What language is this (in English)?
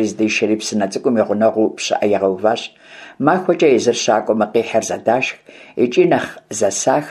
Kabardian